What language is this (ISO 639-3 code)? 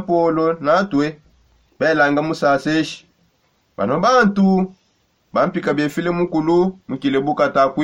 sop